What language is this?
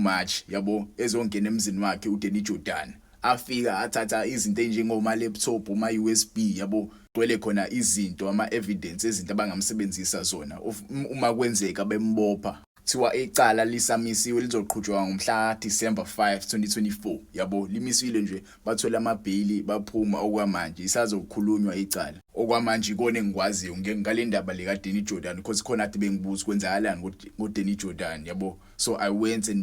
Zulu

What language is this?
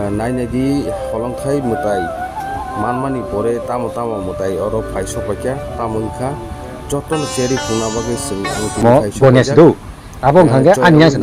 Kok Borok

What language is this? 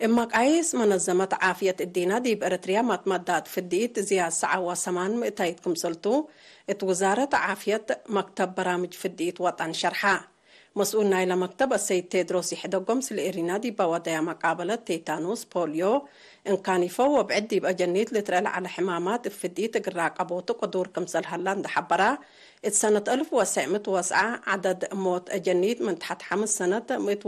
Tigre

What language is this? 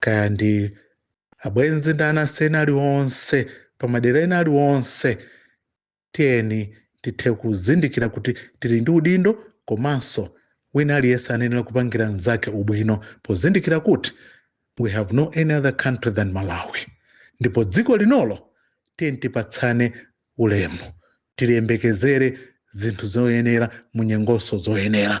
Nyanja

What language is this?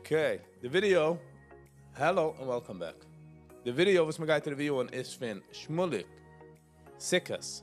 Yiddish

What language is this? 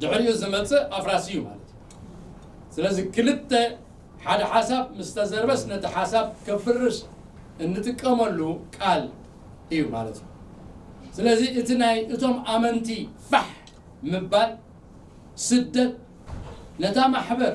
Tigrinya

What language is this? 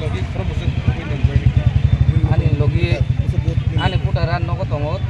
Kok Borok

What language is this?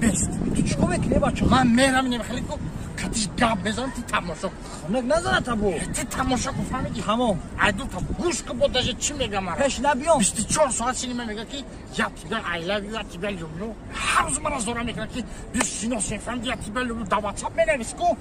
Tajik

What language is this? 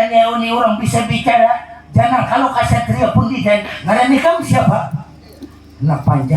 Banjar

